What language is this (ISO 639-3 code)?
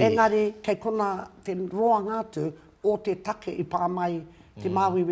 mri